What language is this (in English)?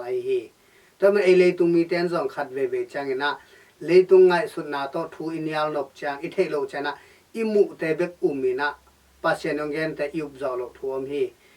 Tedim Chin